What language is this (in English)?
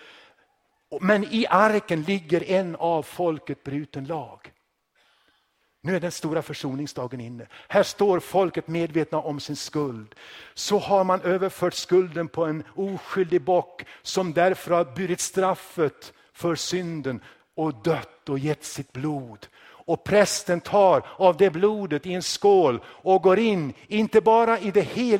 Swedish